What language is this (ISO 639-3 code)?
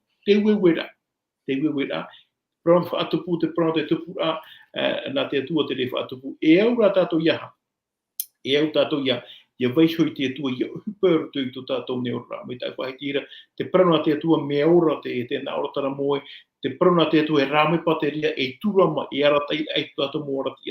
tah